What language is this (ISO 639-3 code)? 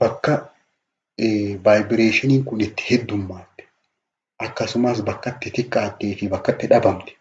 orm